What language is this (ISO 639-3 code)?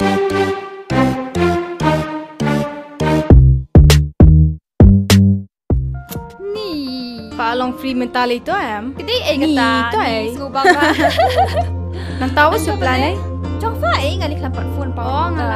kha